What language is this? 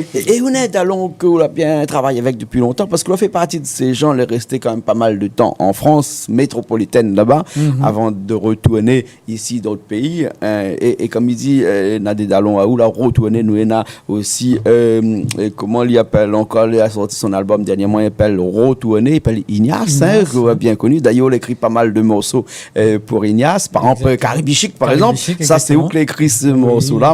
Réunion Creole French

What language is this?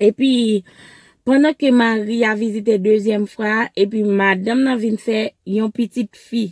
Haitian Creole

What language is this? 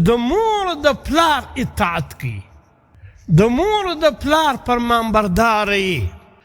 Pashto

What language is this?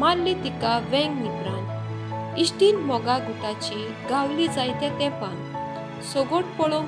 Konkani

